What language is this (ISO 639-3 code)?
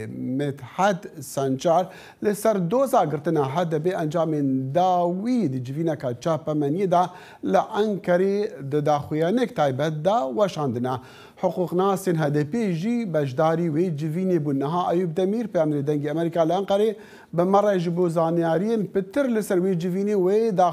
kur